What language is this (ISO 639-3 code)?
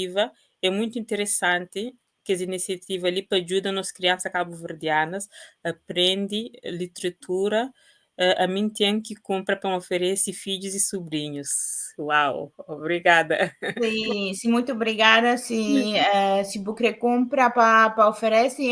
kea